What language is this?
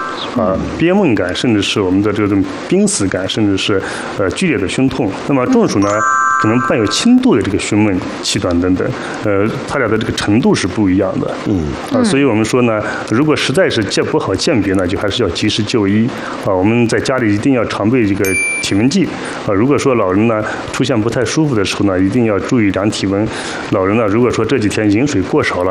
Chinese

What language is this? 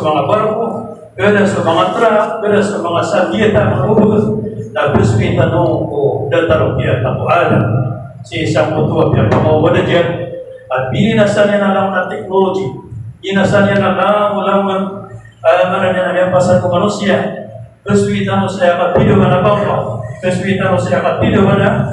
Maranao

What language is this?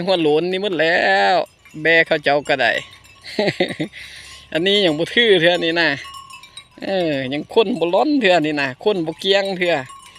Lao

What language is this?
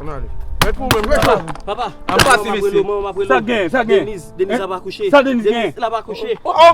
Haitian Creole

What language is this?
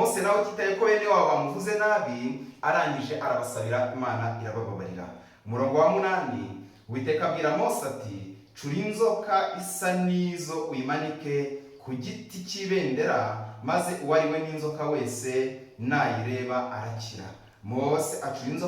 Kinyarwanda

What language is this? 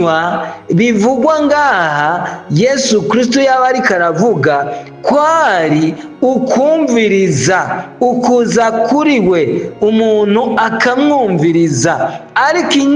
Rundi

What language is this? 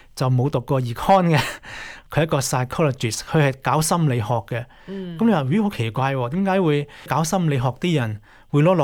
Cantonese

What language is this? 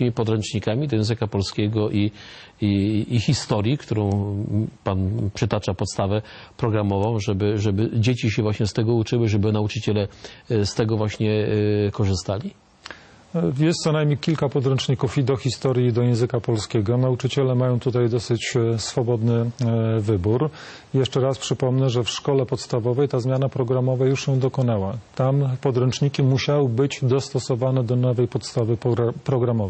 Polish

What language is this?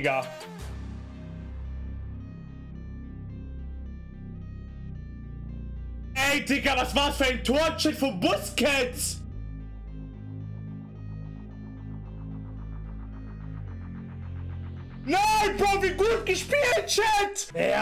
German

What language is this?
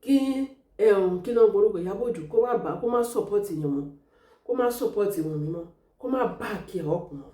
Yoruba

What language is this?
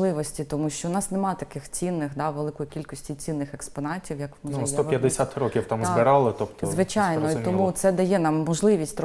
Ukrainian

